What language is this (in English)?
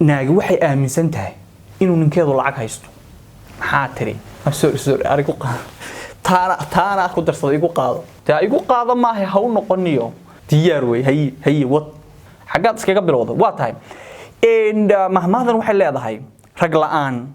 Somali